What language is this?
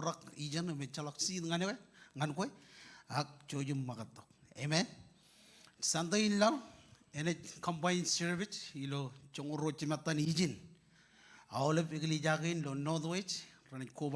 Marshallese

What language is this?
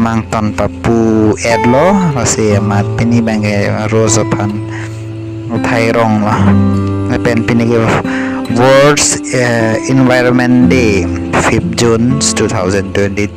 Karbi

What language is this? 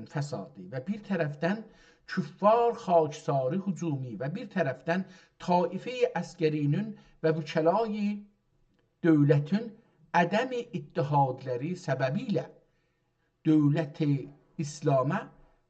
South Azerbaijani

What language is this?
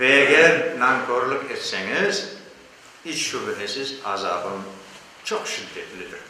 Crimean Tatar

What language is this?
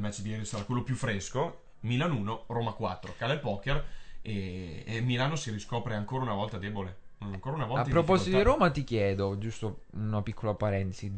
Italian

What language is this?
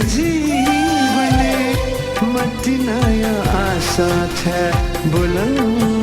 Newari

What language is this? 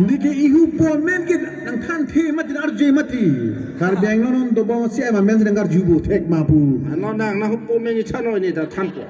Karbi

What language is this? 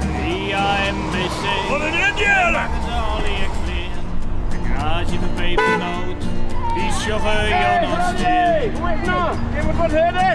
Western Frisian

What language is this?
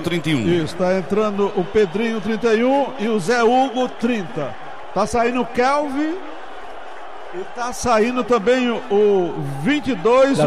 Portuguese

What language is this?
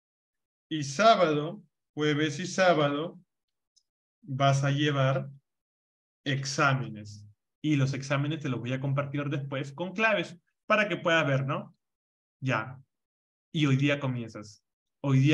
Spanish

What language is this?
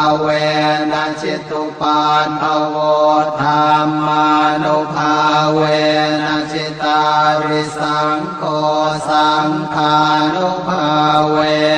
Pali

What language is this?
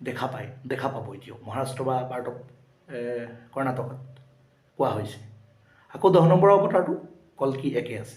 Assamese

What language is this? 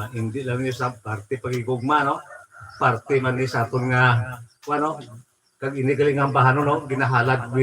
Hiligaynon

